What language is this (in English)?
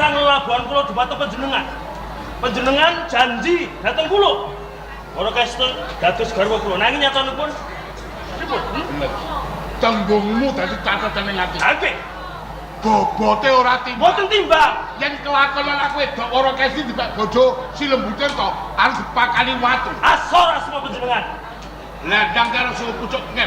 Javanese